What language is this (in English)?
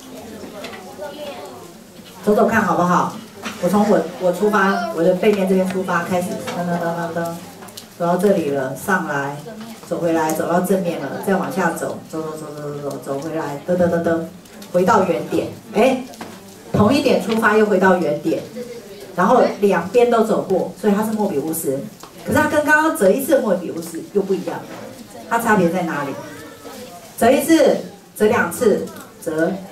Chinese